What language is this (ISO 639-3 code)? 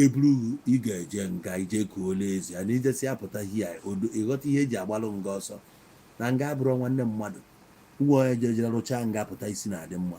ibo